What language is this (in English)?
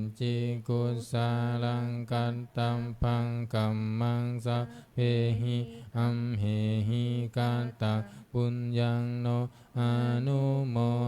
Pali